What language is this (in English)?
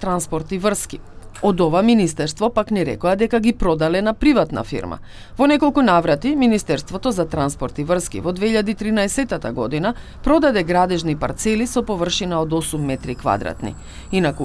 Macedonian